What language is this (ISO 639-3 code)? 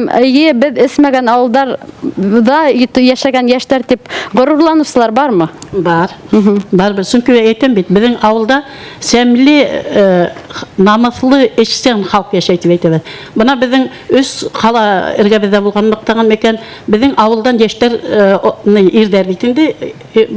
bak